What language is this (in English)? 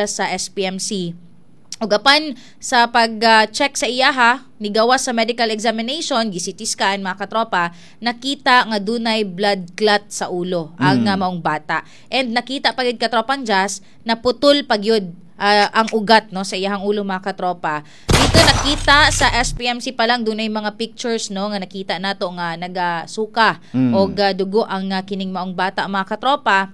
Cebuano